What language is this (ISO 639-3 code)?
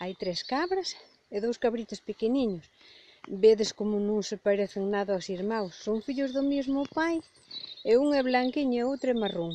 glg